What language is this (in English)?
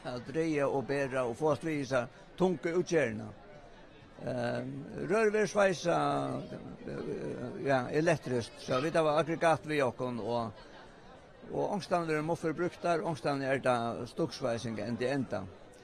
Faroese